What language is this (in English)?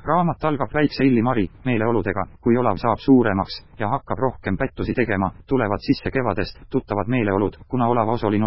Estonian